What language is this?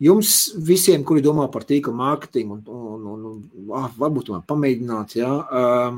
Latvian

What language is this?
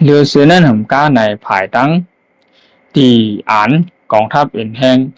Shan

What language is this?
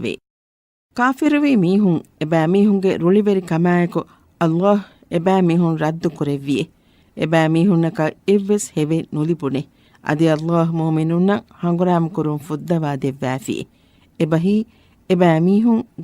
Divehi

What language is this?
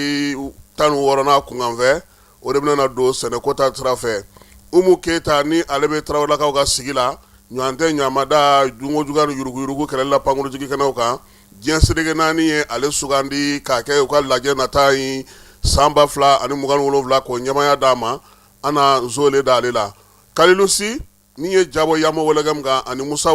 Bambara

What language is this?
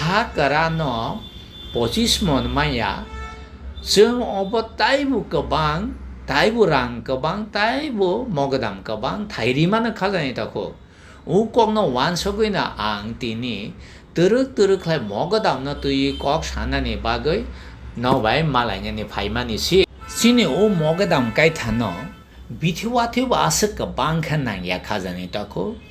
Kok Borok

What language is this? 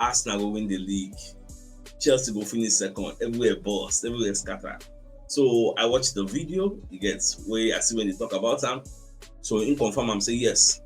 Nigerian Pidgin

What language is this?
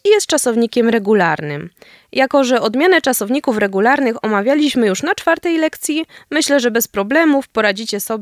Polish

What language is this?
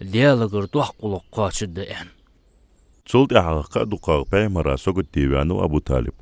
Ingush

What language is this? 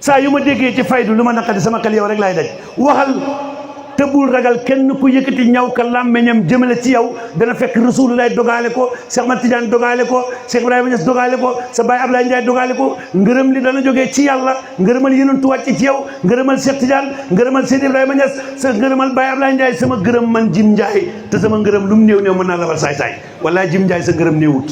Wolof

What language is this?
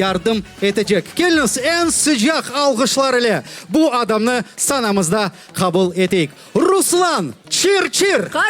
Crimean Tatar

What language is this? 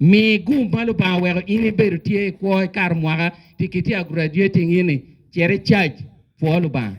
Acoli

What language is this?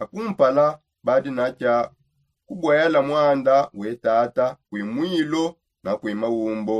Songe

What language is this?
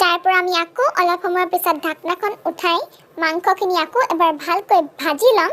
Assamese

